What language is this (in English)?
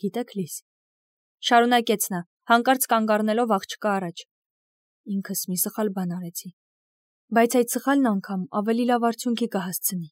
Armenian